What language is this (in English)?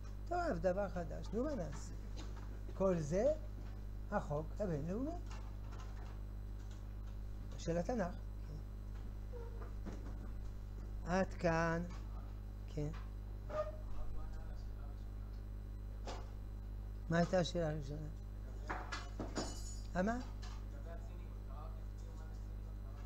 Hebrew